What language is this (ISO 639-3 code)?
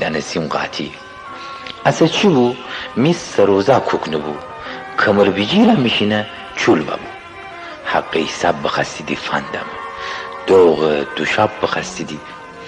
glk